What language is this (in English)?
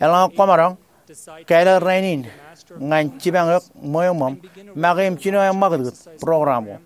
Marshallese